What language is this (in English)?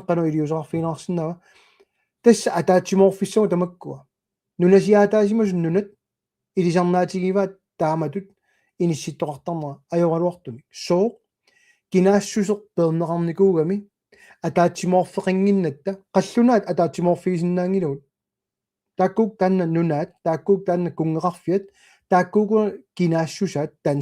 Kalaallisut